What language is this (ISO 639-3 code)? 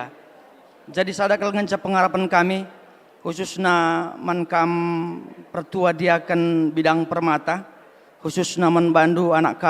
btx